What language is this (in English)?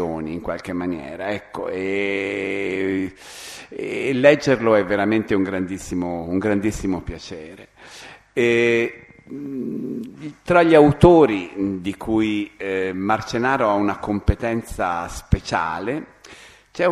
Italian